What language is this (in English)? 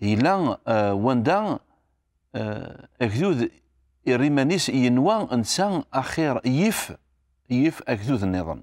Kabyle